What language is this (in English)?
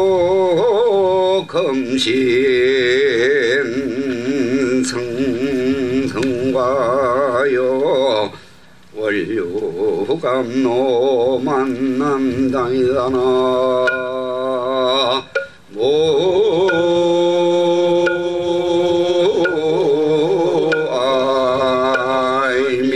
Korean